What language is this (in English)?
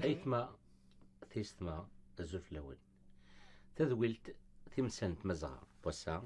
Kabyle